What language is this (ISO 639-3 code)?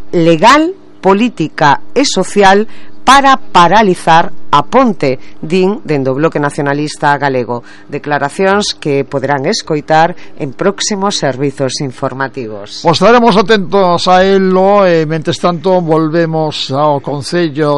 glg